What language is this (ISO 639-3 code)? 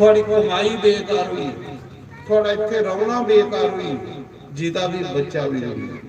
doi